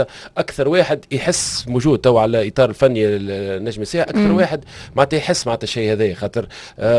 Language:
Tunisian Arabic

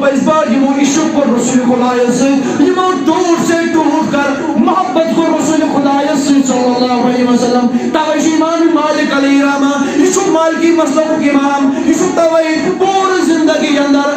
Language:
Kashmiri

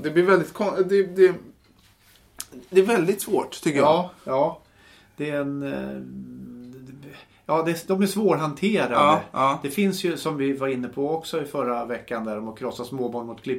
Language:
Swedish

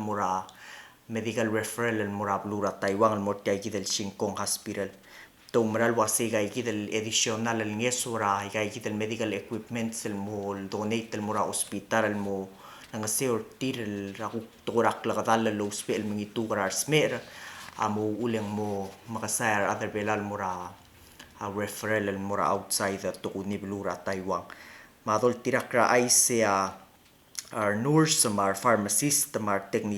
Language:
Palauan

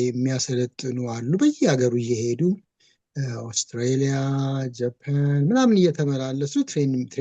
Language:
Amharic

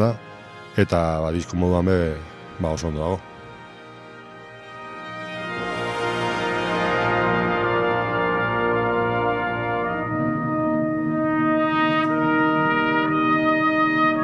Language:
Basque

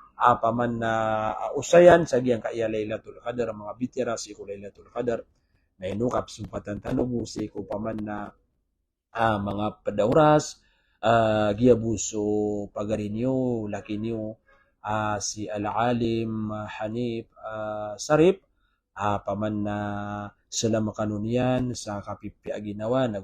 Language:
Maranao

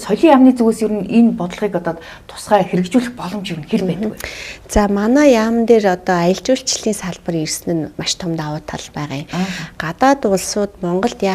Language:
Mongolian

